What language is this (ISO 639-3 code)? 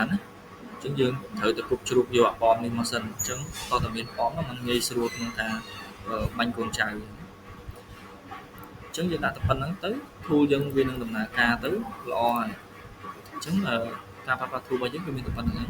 khm